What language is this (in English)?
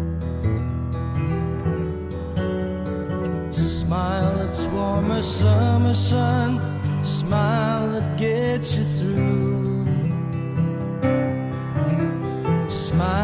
Greek